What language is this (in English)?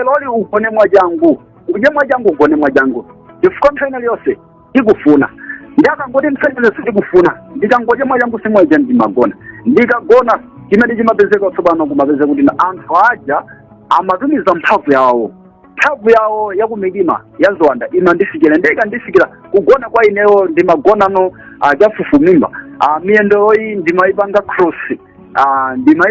Nyanja